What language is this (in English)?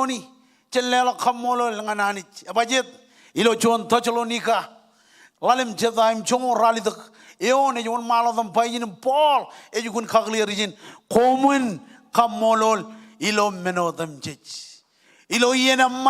Marshallese